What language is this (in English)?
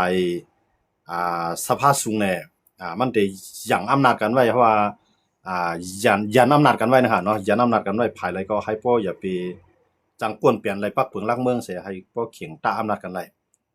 Shan